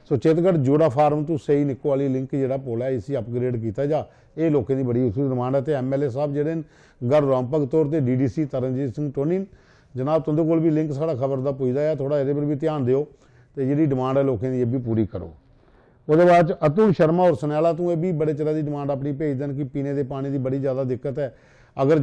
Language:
Dogri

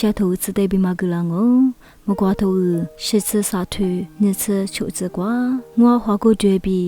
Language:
Lisu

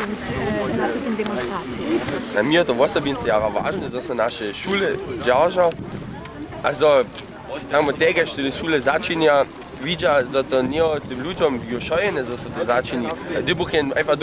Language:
Upper Sorbian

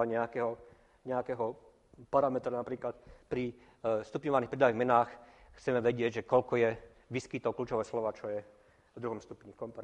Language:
Slovak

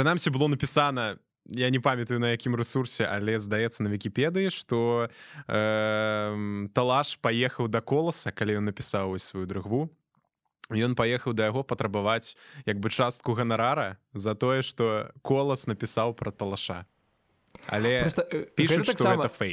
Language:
Belarusian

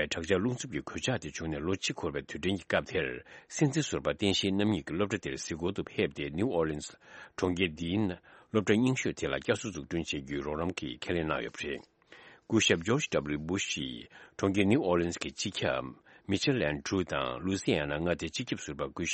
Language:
Tibetan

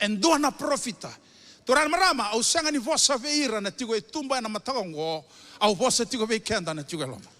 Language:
Fijian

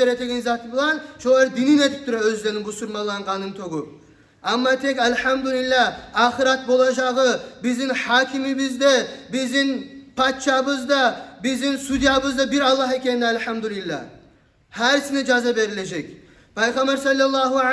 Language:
Kumyk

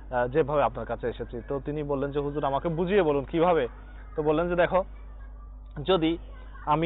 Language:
Bangla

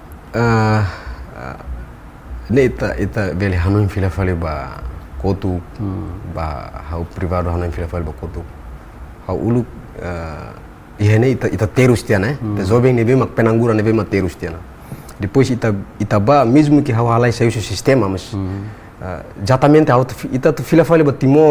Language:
Tetum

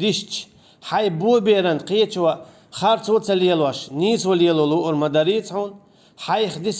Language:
Chechen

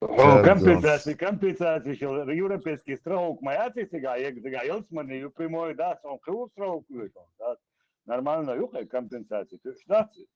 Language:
Chechen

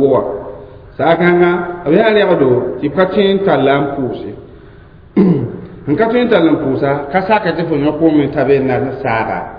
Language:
Mossi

